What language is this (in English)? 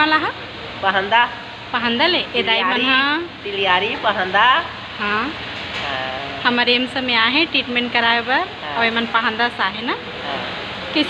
Chhattisgarhi